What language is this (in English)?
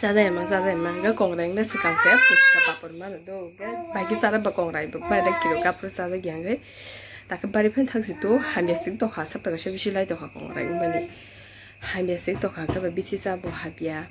Kok Borok